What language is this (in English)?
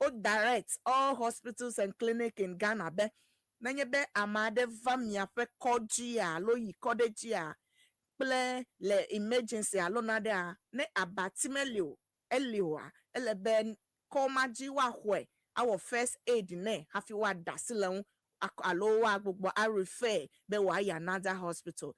Ewe